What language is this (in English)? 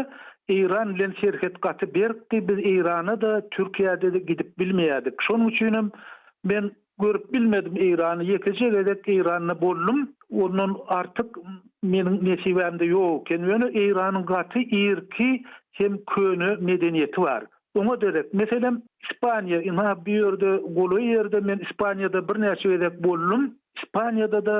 Turkmen